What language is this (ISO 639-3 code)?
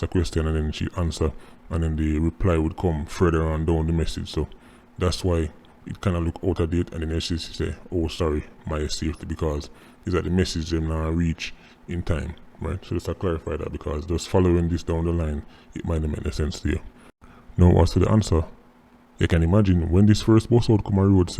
jam